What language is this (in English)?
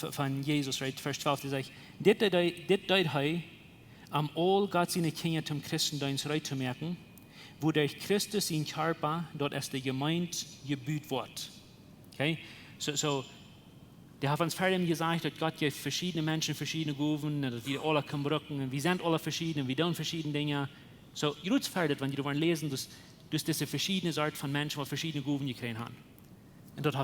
Plautdietsch